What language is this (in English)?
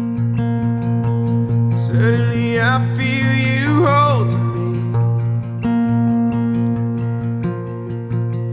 English